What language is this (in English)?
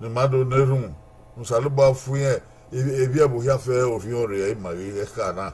Bini